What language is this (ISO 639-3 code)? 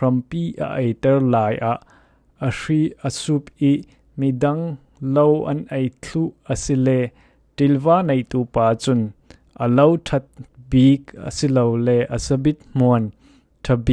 cfm